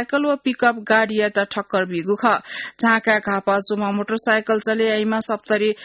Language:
Newari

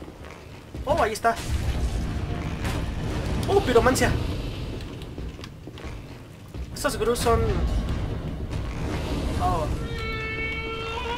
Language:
Spanish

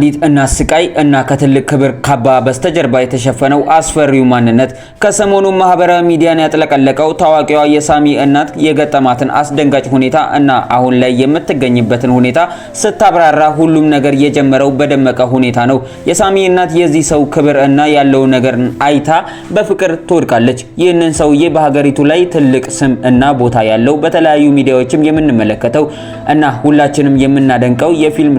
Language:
Amharic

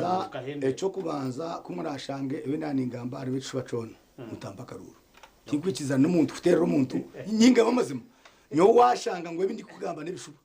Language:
Nyankole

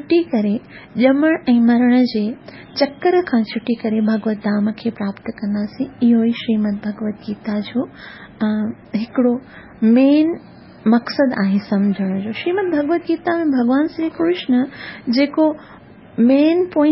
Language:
Sindhi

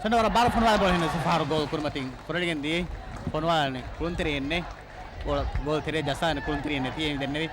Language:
Divehi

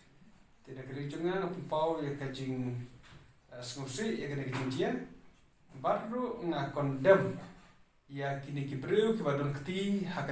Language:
Khasi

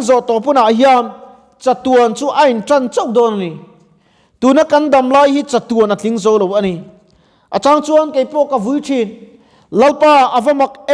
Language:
Mizo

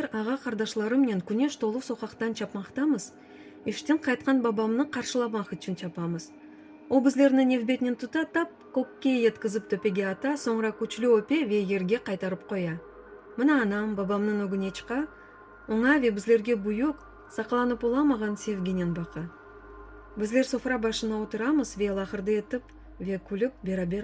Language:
Crimean Tatar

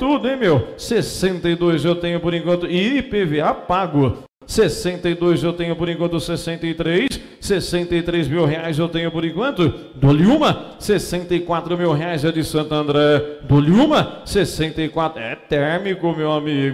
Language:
Portuguese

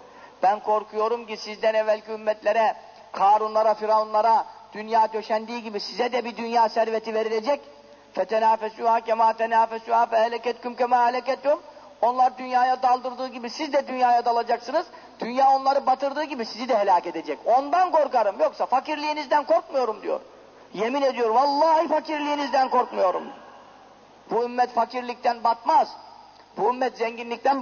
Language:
Turkish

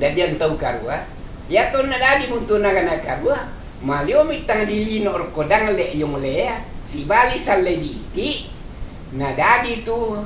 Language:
Toraja-Sa'dan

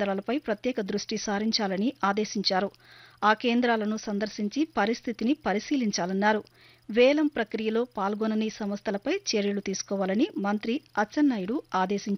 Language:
Telugu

